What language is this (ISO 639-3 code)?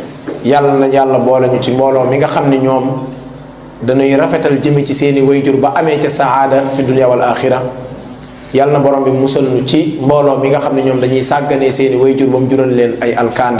wol